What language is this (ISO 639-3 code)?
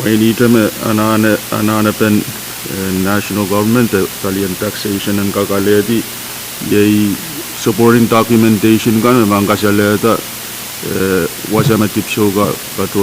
pon